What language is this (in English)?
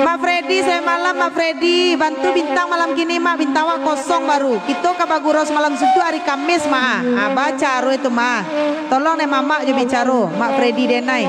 Minangkabau